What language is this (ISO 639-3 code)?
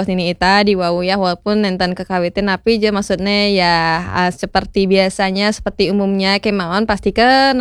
ban